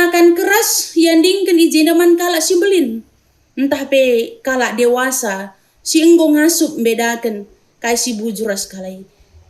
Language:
Batak Karo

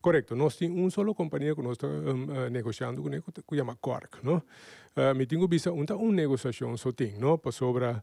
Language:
Papiamento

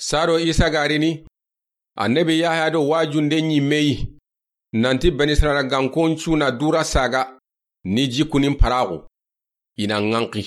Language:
Soninke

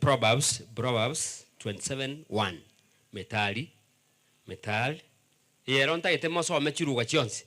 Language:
Gusii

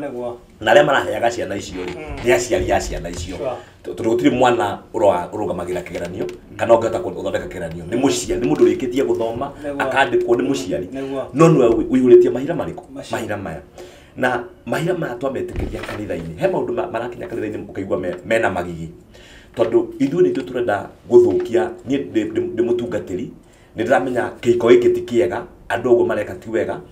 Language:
Kikuyu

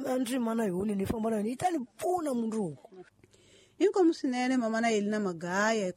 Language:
Tsonga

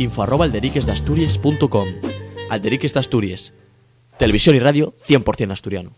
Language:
Asturian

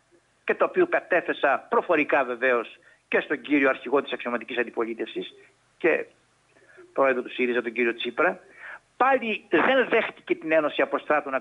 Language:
Greek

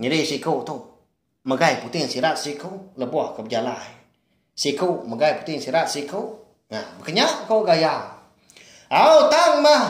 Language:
Iban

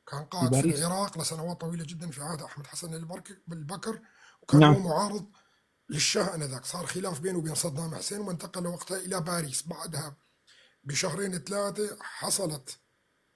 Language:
North Levantine Arabic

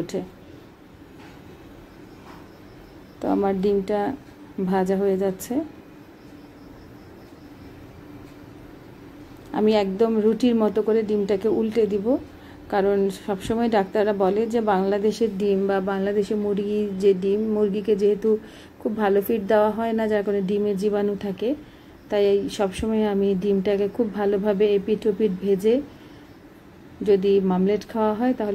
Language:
Bangla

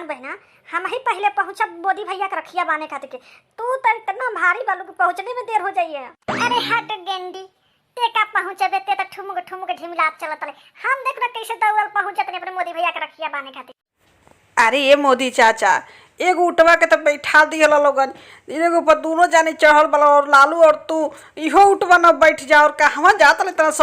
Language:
Bhojpuri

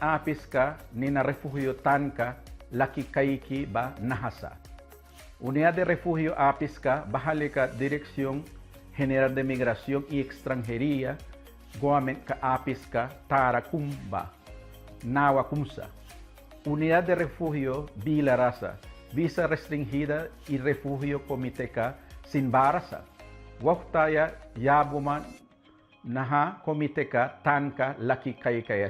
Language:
Mískito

